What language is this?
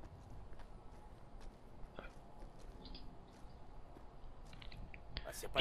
French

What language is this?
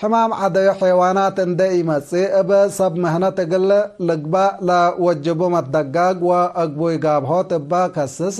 Tigre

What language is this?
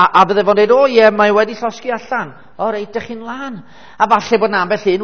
Welsh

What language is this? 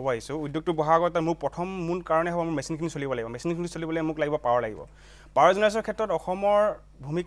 Assamese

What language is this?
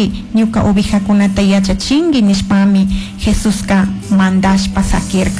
Chimborazo Highland Quichua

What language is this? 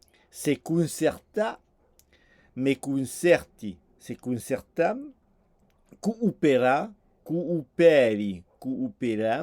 Occitan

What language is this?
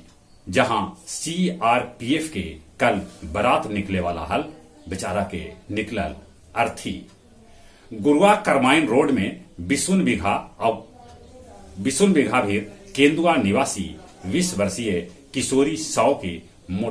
Magahi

